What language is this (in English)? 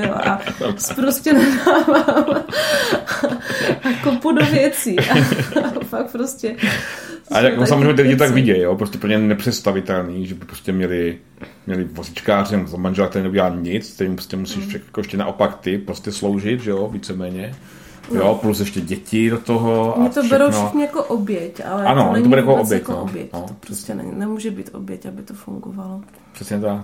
Czech